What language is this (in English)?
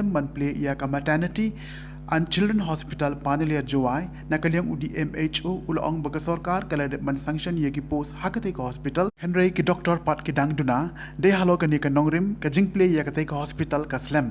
Khasi